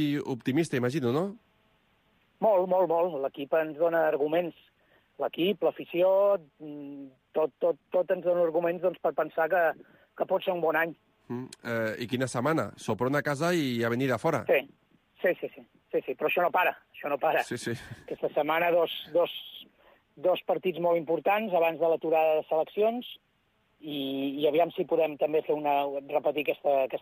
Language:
Catalan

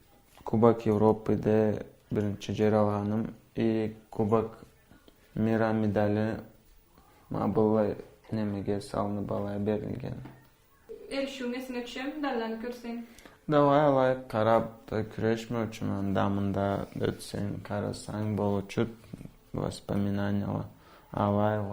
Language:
Karachay-Balkar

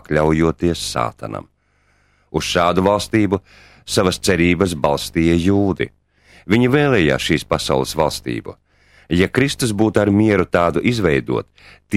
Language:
Latvian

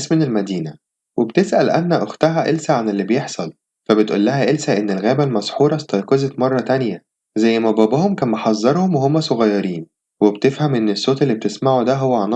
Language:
Egyptian Arabic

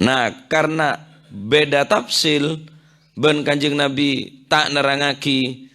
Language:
Madurese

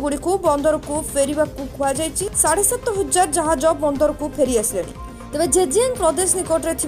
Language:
Odia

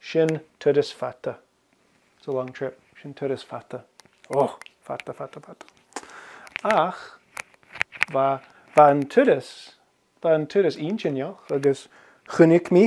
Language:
Scottish Gaelic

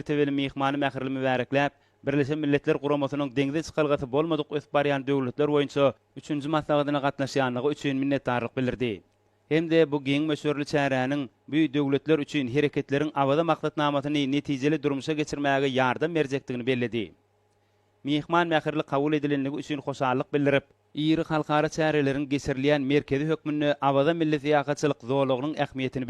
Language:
Turkmen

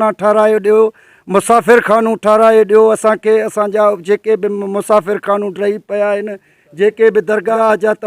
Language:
Sindhi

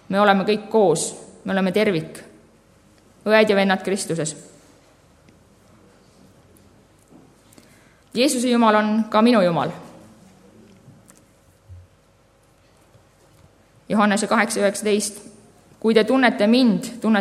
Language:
Estonian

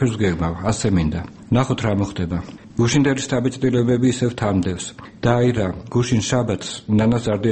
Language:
Georgian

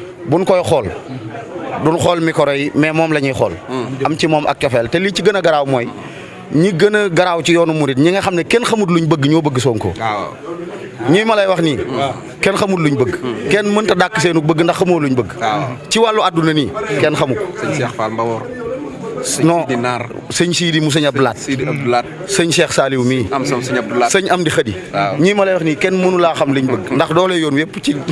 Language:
Wolof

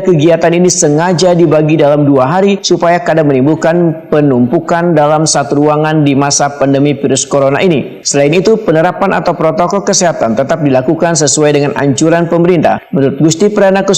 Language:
Banjar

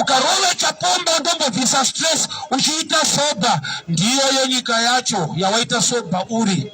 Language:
Shona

